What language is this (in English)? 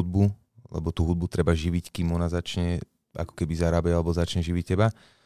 Slovak